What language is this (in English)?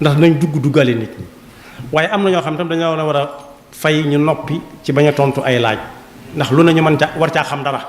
Wolof